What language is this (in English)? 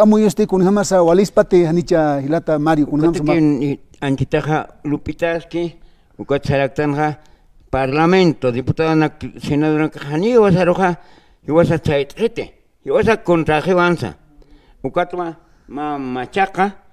Aymara